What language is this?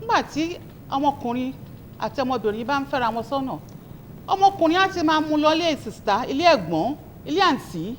Yoruba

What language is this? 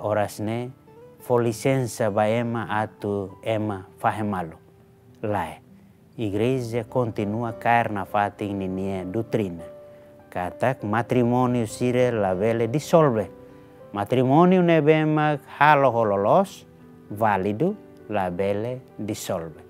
Tetum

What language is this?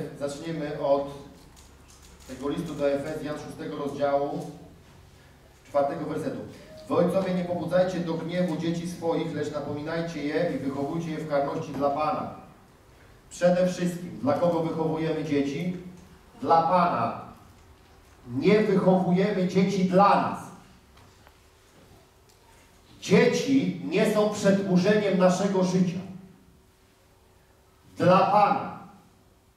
Polish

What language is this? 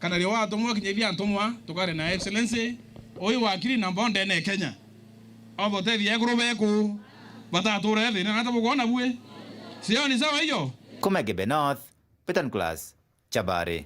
Meru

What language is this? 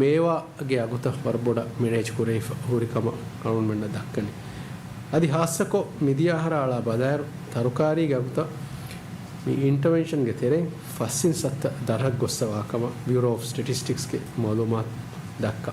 Divehi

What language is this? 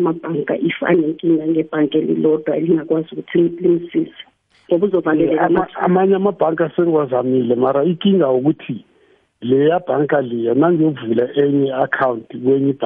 South Ndebele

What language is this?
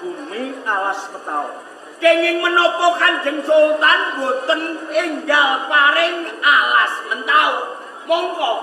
Javanese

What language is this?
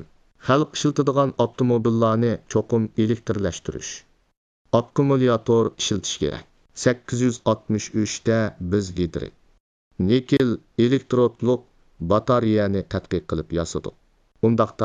Uyghur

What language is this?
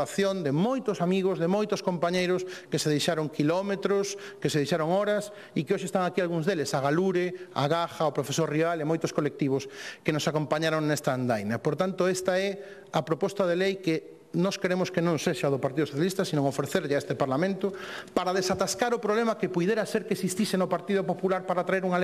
Galician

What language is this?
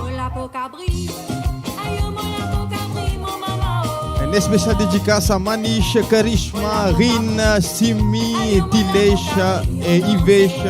Morisyen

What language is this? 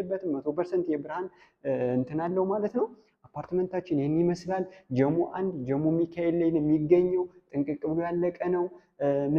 Amharic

